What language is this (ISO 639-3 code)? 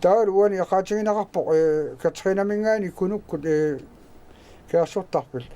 kal